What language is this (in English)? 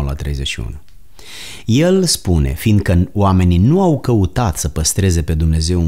Romanian